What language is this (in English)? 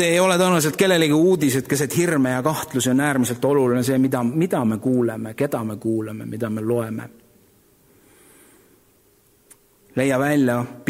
Estonian